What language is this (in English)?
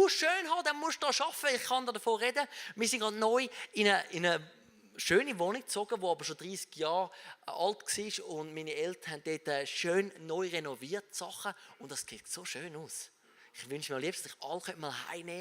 Swiss German